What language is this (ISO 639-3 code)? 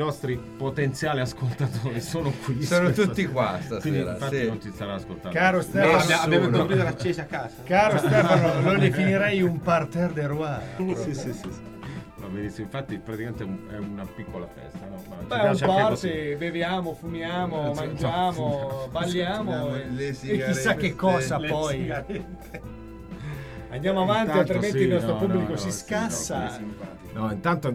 ita